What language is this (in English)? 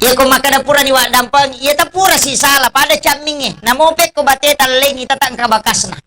Buginese